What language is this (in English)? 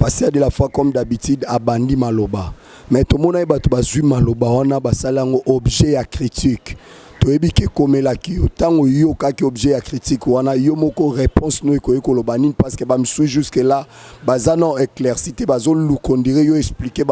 Lingala